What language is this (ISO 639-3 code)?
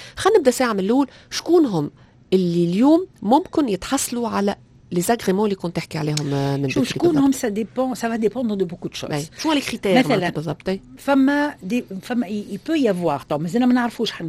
aeb